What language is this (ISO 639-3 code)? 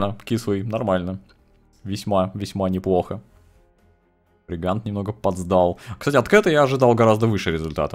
rus